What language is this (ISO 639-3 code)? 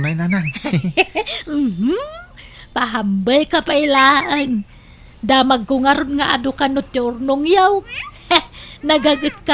ilo